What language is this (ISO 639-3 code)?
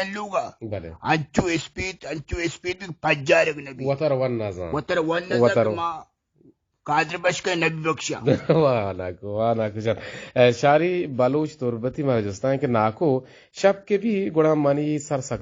bgp